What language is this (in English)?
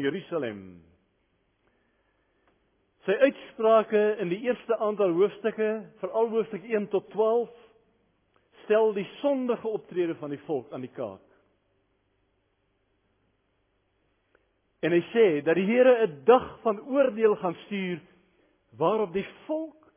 Afrikaans